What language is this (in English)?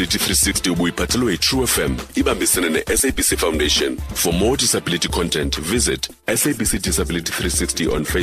Xhosa